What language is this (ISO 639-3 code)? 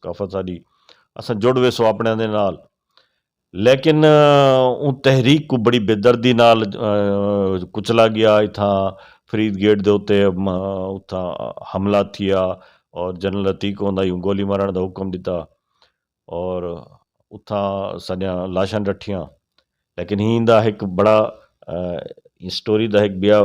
skr